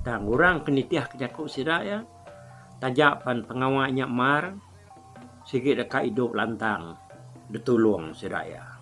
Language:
Iban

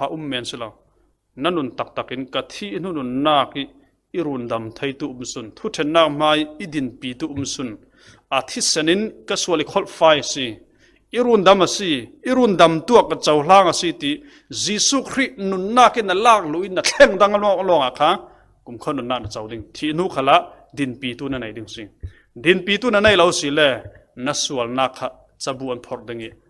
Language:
Falam Chin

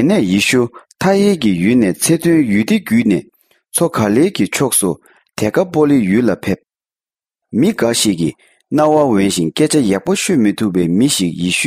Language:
Tibetan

